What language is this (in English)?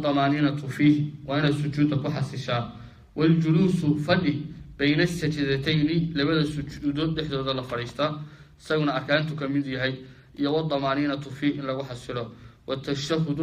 Somali